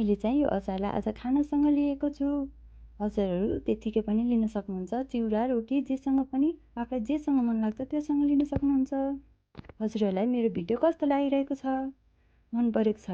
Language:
Nepali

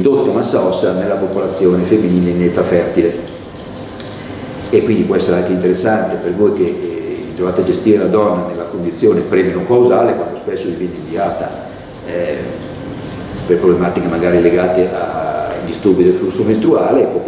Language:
Italian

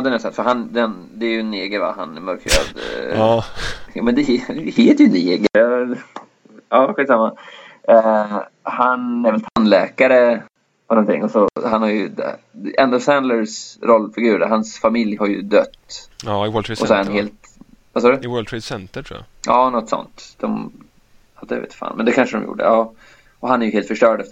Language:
Swedish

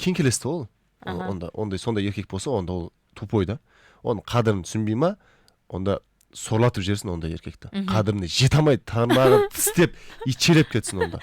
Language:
Kazakh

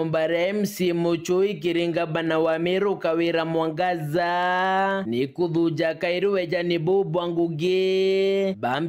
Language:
Meru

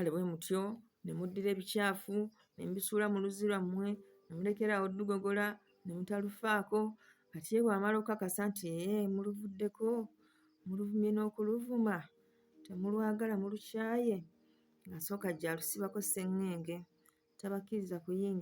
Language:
Ganda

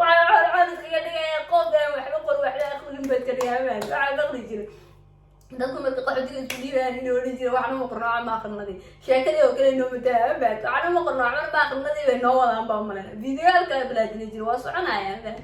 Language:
Somali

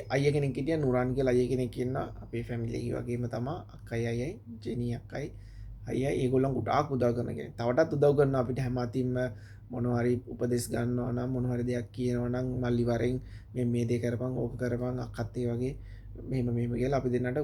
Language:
Sinhala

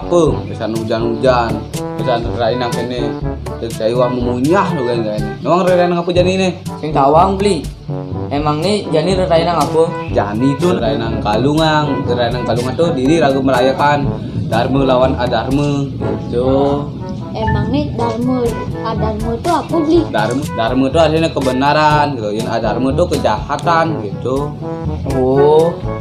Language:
Balinese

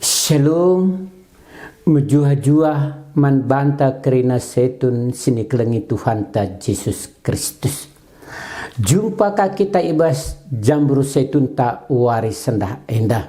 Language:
Batak Karo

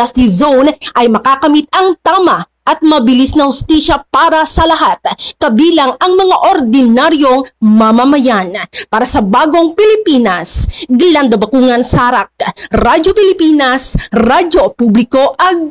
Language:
Filipino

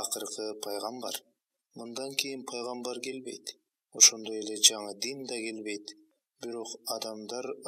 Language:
Kyrgyz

